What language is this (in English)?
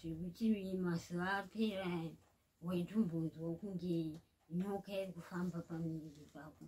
Shona